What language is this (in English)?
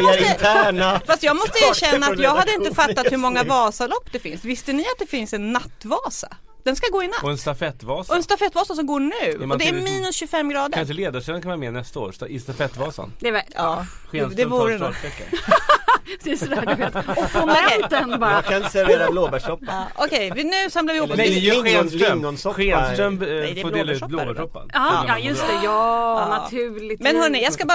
Swedish